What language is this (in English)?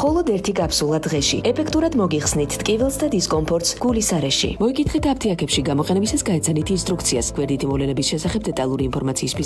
Georgian